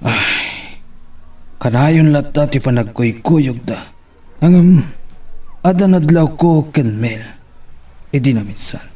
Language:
Iloko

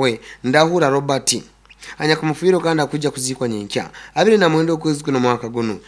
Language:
Nyankole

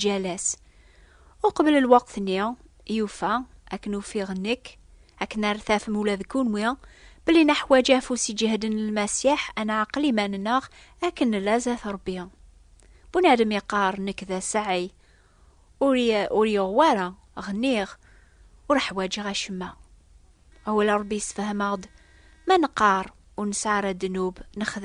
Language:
Kabyle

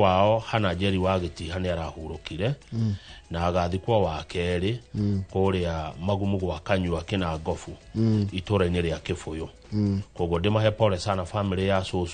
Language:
Kikuyu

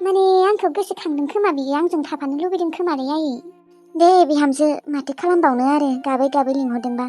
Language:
Bodo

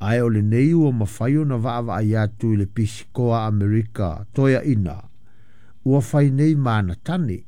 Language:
Samoan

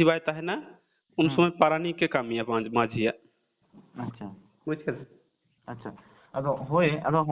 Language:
Santali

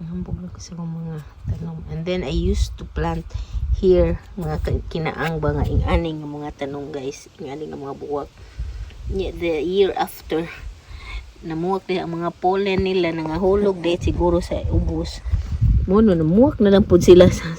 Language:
Cebuano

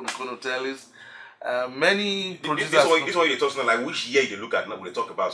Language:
Nigerian Pidgin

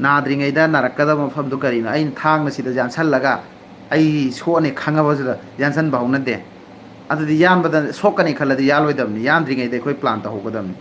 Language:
Manipuri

